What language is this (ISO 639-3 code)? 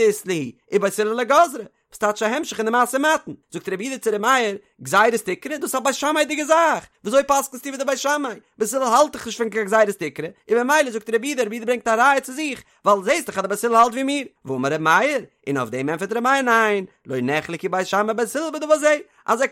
yid